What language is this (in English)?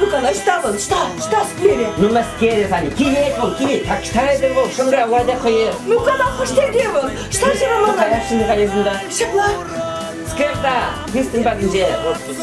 Chuvash